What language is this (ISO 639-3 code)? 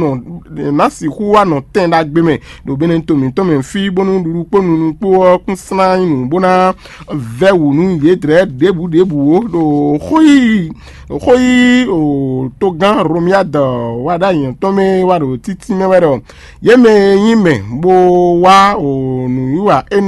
fon